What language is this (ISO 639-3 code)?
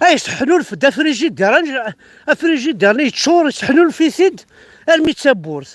kab